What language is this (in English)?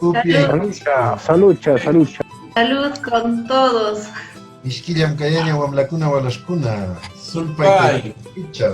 Huaylla Wanca Quechua